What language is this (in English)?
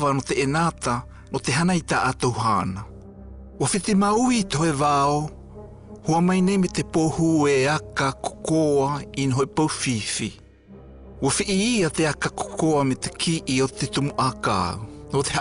South Marquesan